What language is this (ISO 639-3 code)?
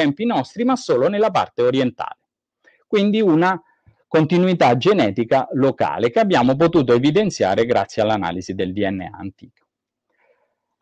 ita